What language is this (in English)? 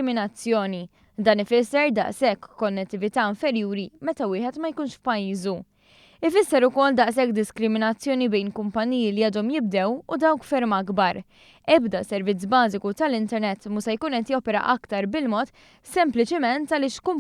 Maltese